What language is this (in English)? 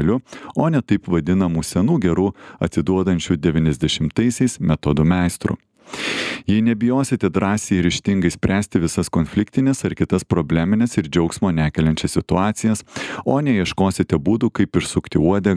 Lithuanian